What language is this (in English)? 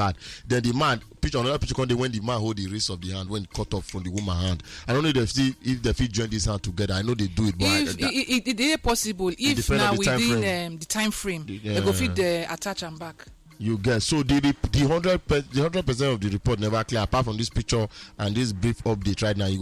Nigerian Pidgin